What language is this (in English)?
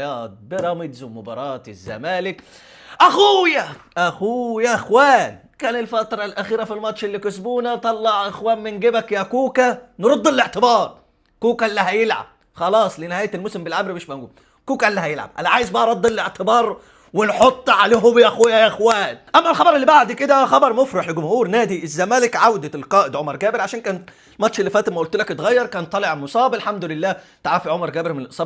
Egyptian Arabic